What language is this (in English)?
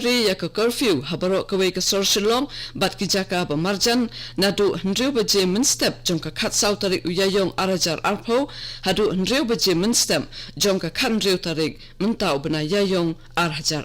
Khasi